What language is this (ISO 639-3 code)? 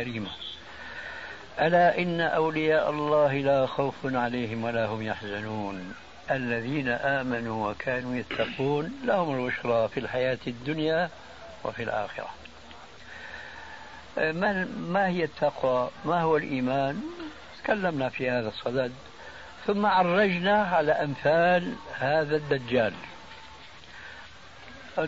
ara